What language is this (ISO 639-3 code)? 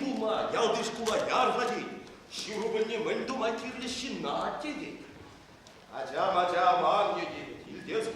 chv